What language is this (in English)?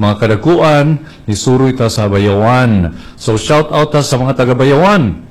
Cebuano